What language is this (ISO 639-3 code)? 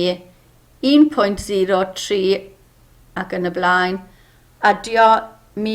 cym